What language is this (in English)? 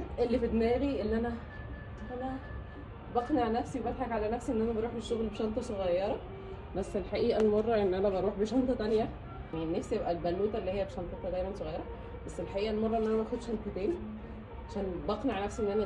Egyptian Arabic